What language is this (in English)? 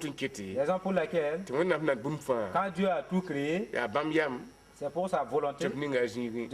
Mossi